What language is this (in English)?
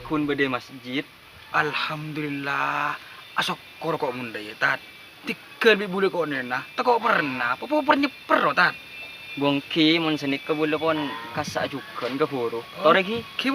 Madurese